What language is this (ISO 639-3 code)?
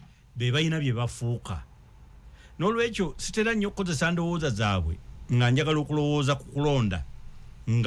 lug